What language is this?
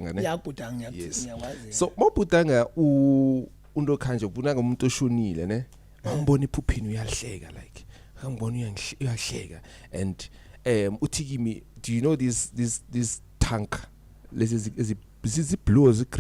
Zulu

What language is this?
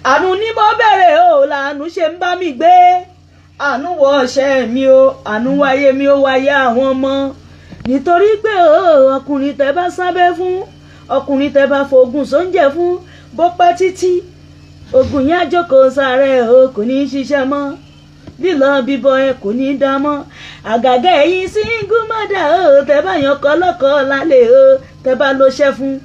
Yoruba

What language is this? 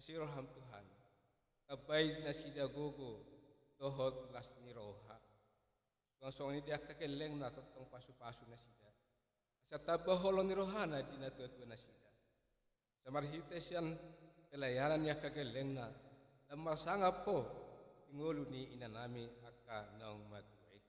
Batak Toba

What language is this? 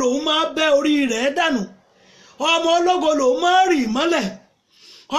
Yoruba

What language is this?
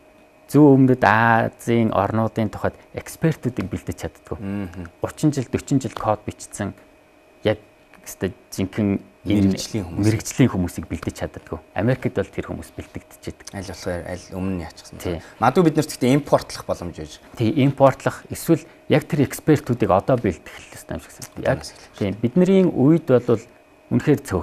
Mongolian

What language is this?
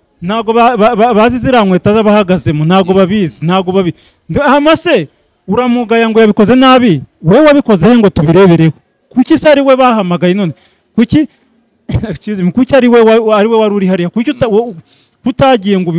Kinyarwanda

